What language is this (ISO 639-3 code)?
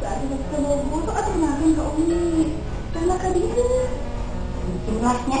sun